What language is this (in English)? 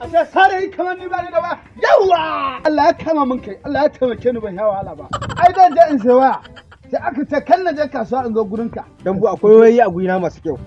Hausa